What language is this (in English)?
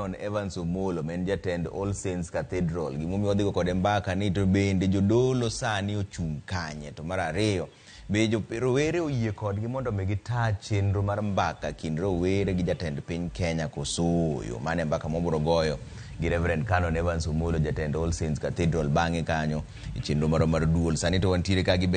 Luo (Kenya and Tanzania)